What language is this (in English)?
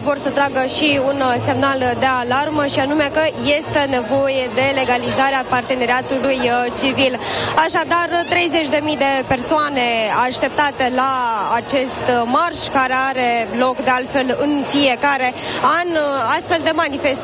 Romanian